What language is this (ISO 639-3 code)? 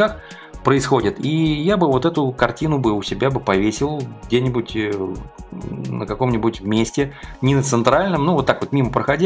rus